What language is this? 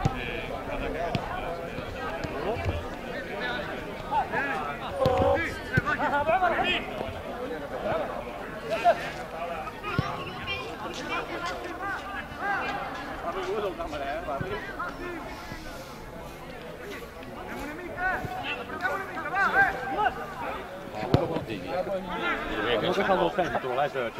Catalan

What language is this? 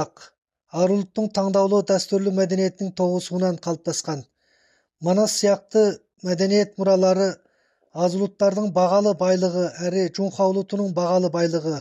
Kazakh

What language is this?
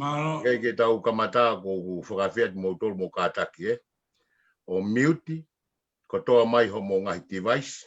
Tongan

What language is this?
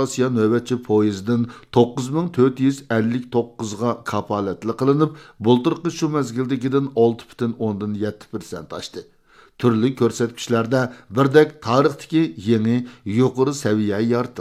Uyghur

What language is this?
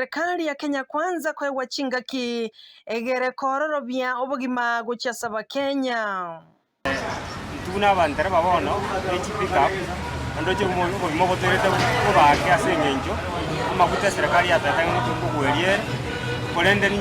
Gusii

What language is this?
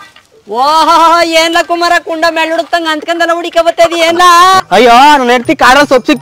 Kannada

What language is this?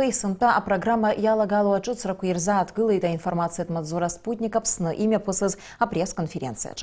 Abkhazian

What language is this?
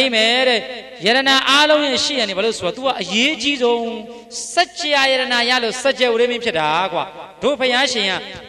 Burmese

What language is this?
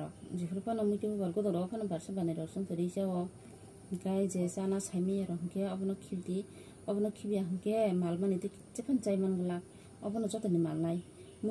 Kok Borok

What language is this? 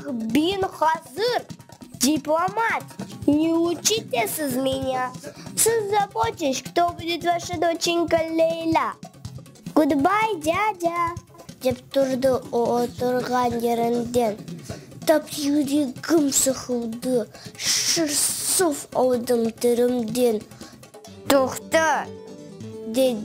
Crimean Tatar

